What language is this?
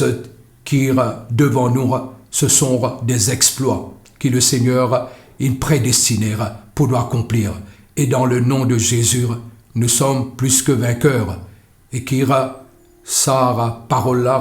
Morisyen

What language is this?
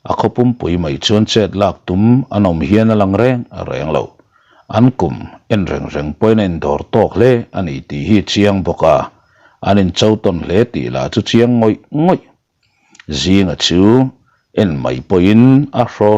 Mizo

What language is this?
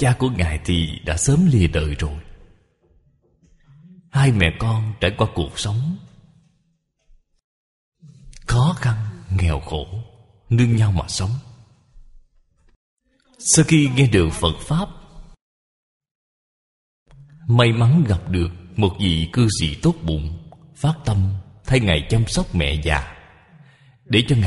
Vietnamese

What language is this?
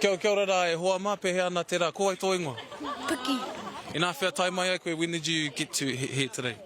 Māori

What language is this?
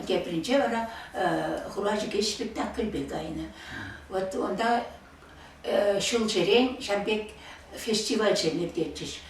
Chuvash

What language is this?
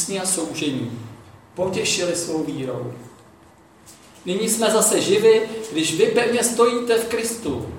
Czech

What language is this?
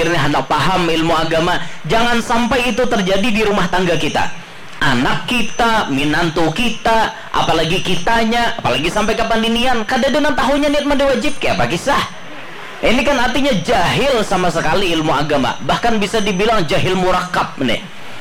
Banjar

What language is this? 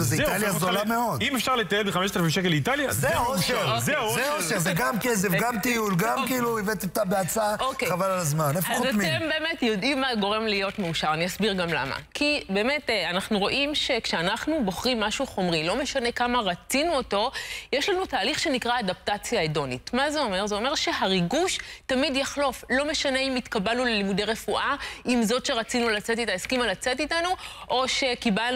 Hebrew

